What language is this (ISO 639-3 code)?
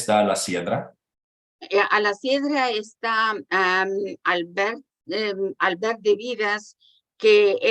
lad